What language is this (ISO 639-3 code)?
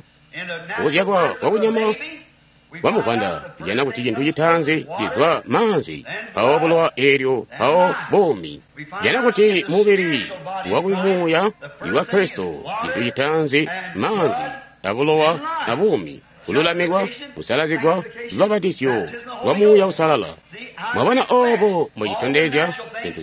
toi